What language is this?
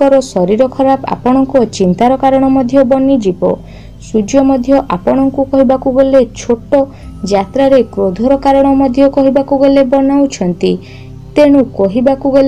Odia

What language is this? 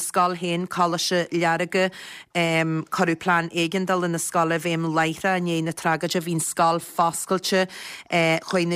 Irish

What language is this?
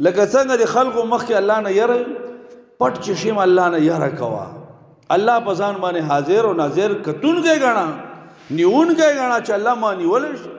Pashto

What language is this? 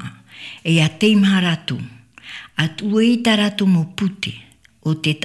Tahitian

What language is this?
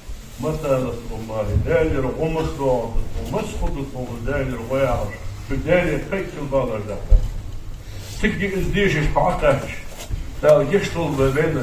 Ingush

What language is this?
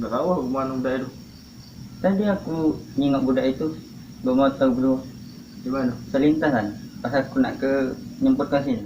Musi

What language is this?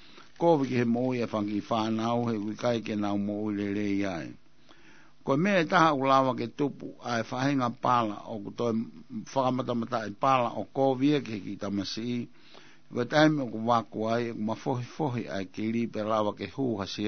Tongan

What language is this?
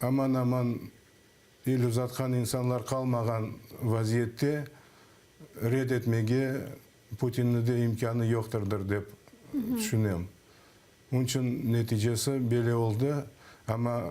Crimean Tatar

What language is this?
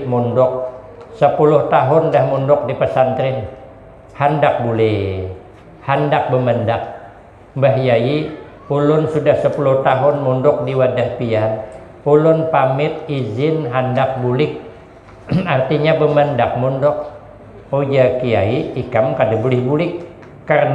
Banjar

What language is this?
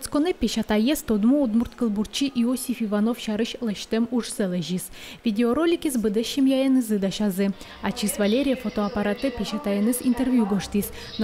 Udmurt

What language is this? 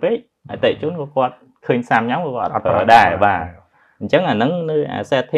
Khmer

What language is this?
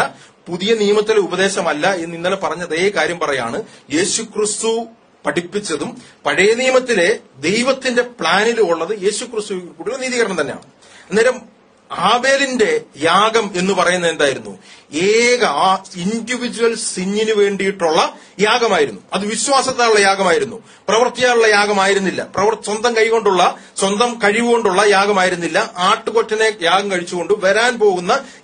Malayalam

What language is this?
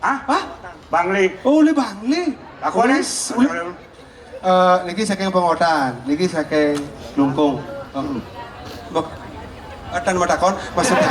Balinese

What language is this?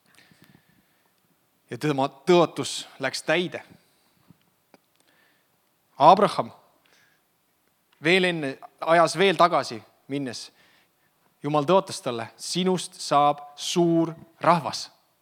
Estonian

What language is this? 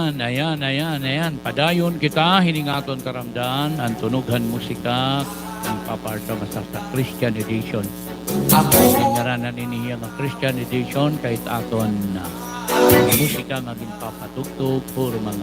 Waray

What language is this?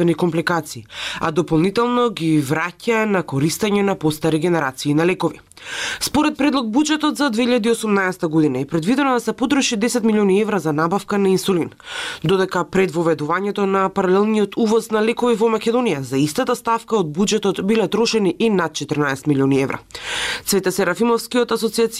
Macedonian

